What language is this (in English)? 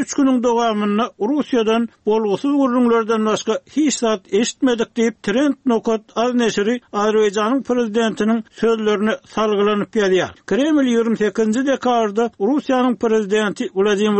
Turkmen